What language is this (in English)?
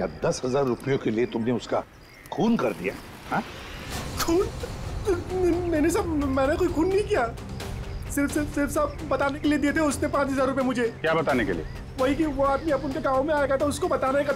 Hindi